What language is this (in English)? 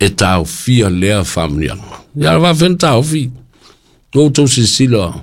Samoan